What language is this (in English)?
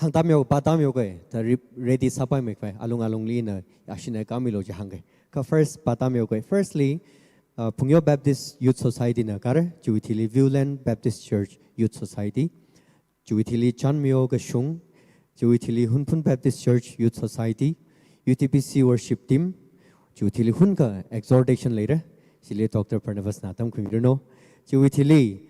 Tangkhul Naga (India)